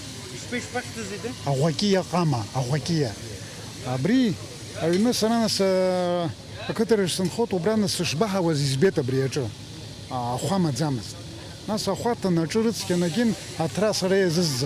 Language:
Abkhazian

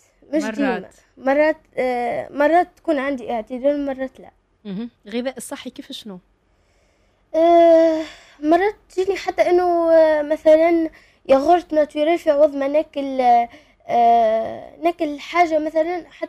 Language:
Tunisian Arabic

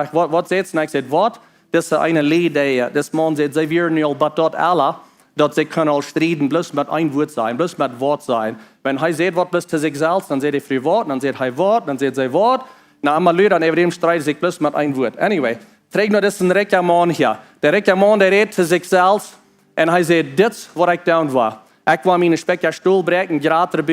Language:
Plautdietsch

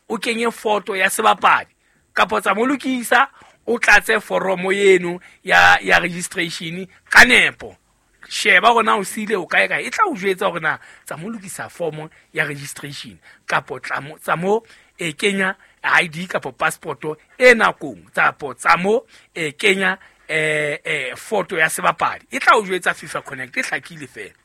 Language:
Southern Sotho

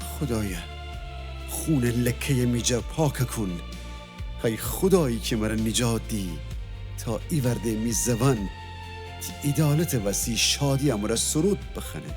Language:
Gilaki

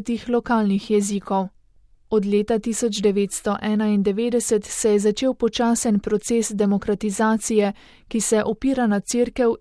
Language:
Slovenian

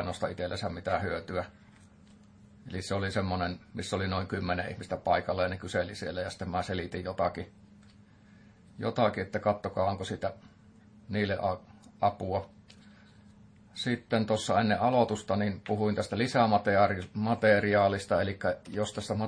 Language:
Finnish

